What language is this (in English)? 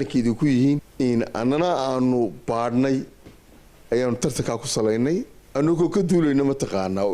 Somali